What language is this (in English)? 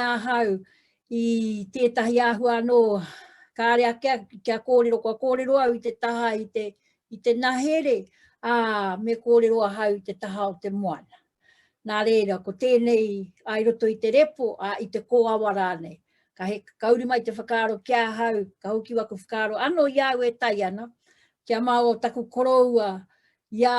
Māori